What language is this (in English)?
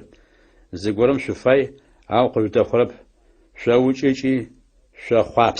Adyghe